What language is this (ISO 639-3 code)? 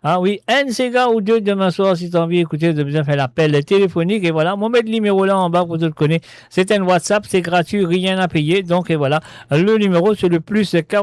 mfe